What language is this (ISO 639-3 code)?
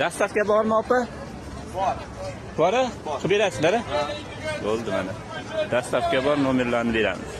uzb